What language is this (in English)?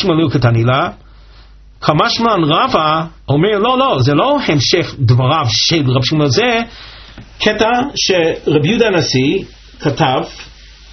Hebrew